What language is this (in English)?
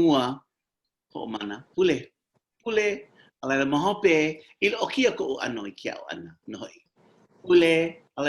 Hawaiian